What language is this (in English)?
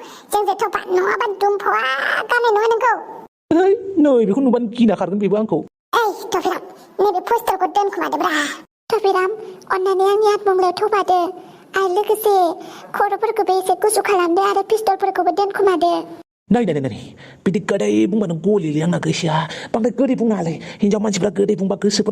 Bodo